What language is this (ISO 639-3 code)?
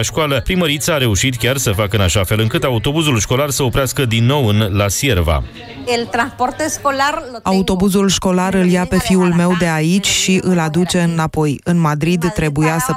ron